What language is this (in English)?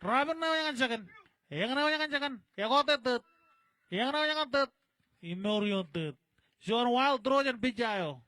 Marshallese